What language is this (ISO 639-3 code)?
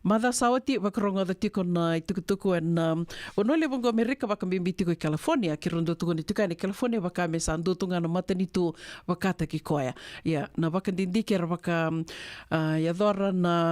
fij